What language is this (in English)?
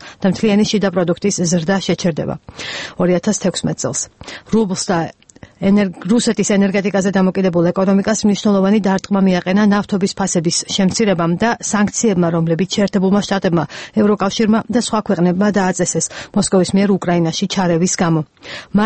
Georgian